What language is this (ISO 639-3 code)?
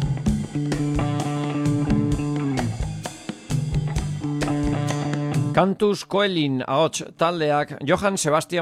eus